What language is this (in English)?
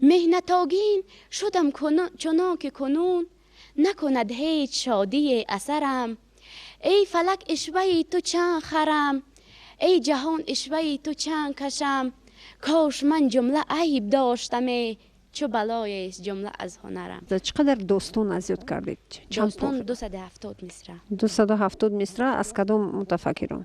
Tajik